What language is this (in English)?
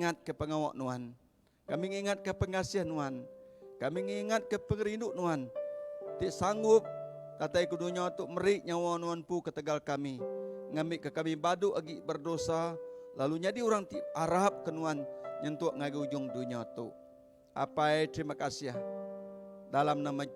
Iban